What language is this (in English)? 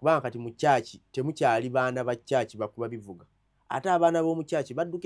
Ganda